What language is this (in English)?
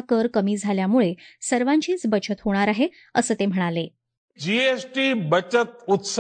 Marathi